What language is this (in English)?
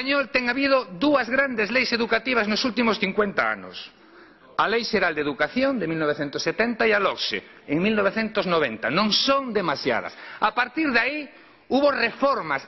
Galician